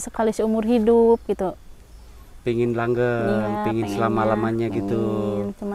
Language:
Indonesian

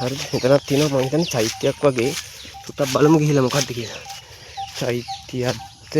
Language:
Sinhala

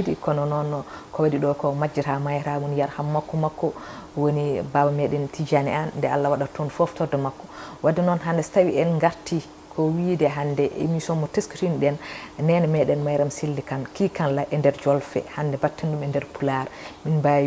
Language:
Fula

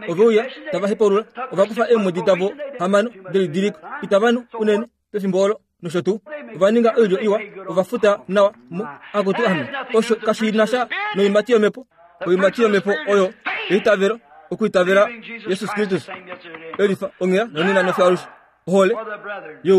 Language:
Kuanyama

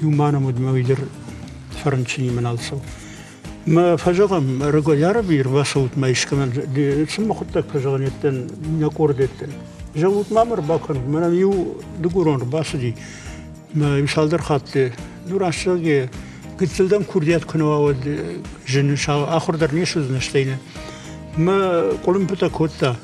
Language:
Ossetic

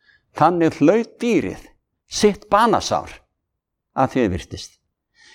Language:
Icelandic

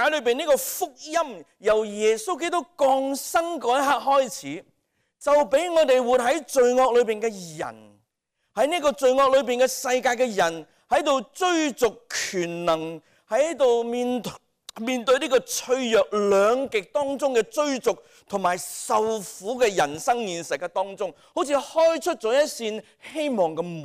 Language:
Cantonese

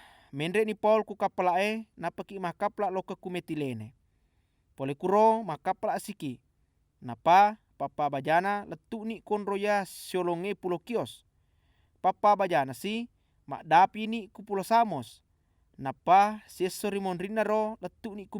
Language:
Buginese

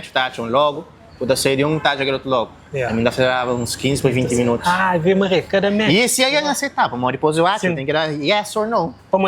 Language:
Kabuverdianu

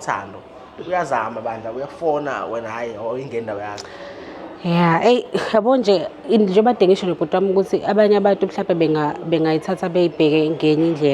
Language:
Zulu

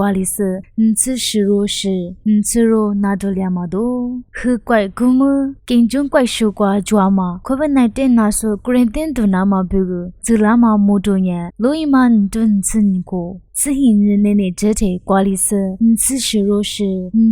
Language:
Lisu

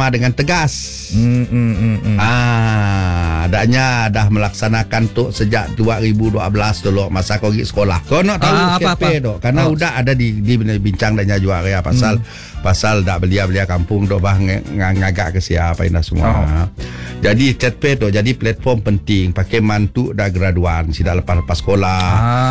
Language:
Malay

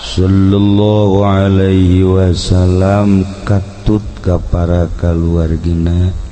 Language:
Sundanese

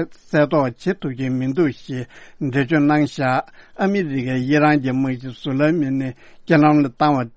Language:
Tibetan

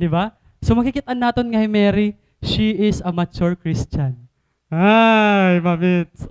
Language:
Waray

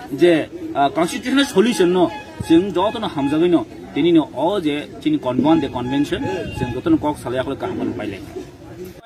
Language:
Kok Borok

